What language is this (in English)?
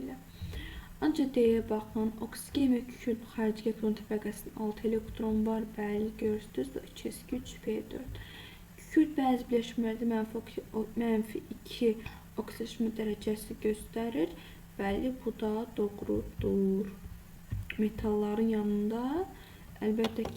Azerbaijani